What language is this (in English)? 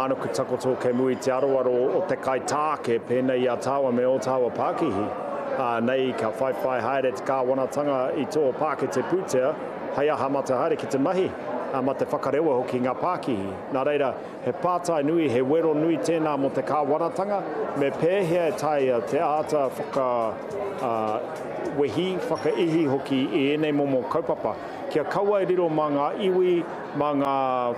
Māori